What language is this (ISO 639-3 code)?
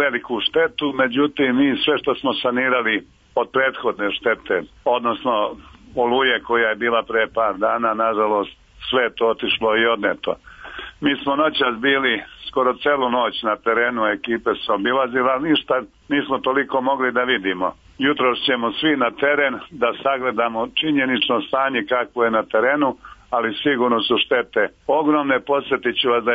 srp